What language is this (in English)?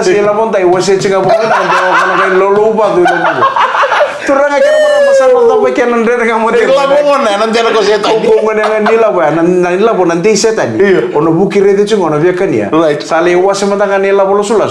Fijian